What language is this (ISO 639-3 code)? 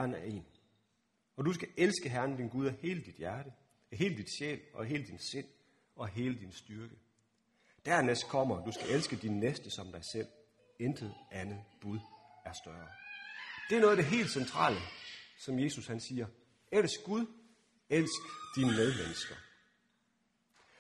dan